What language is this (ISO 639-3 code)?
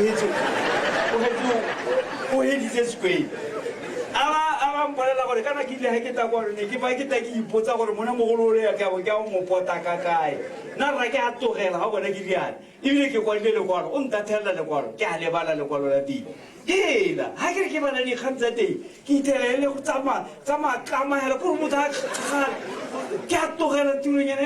tsn